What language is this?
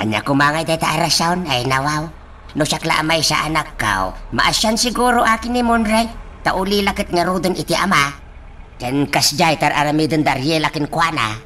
Iloko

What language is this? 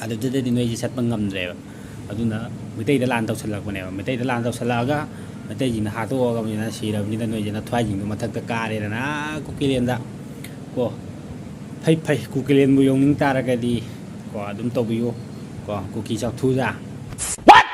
Manipuri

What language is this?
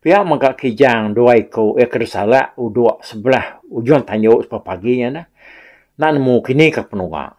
Iban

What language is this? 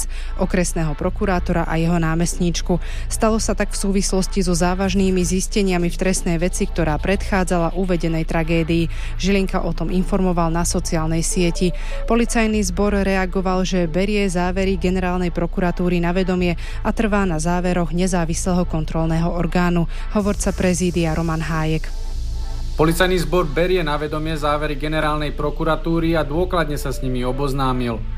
Slovak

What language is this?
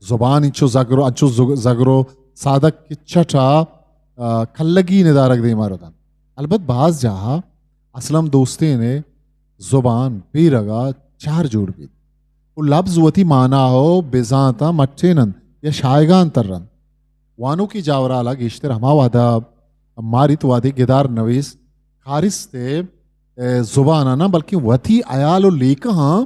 Eastern Balochi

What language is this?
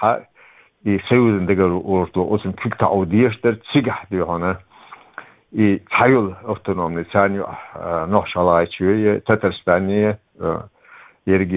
Chechen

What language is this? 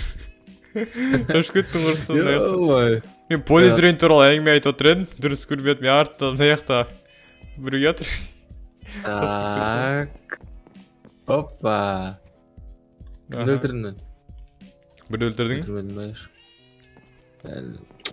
Kazakh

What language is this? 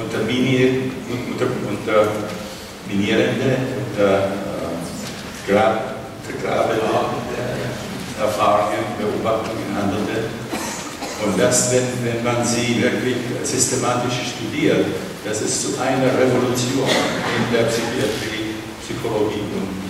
German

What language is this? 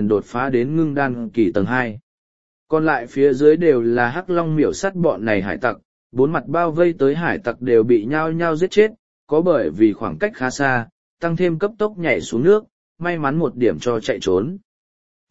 Vietnamese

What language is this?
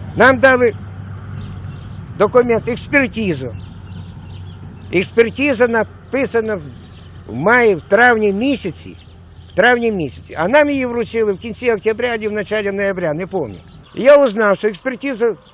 Ukrainian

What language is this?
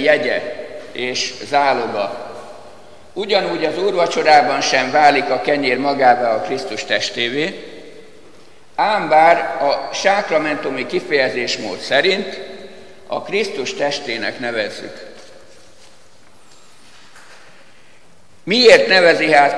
Hungarian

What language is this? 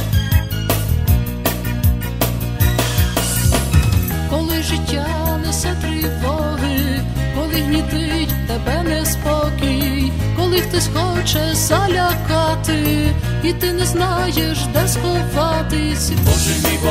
Ukrainian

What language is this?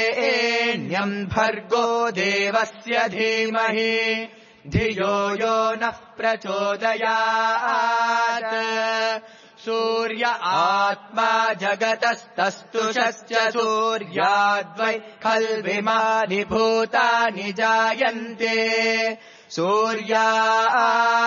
Sanskrit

